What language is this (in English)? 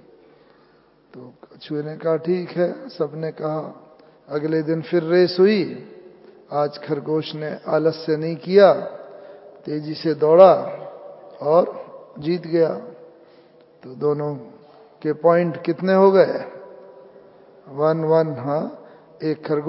Hindi